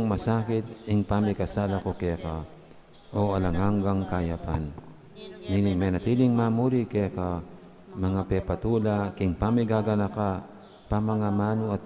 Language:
Pampanga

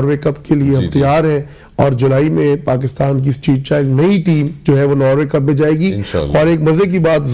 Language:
Urdu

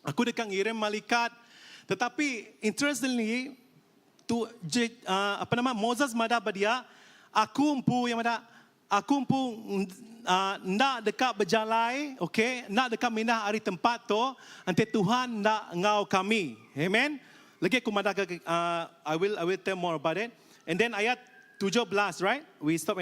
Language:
Iban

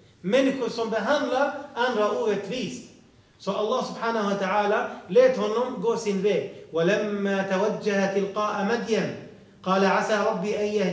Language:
Swedish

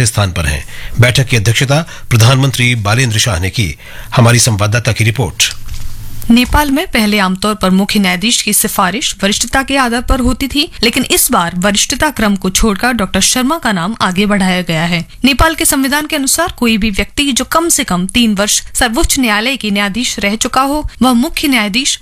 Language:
Hindi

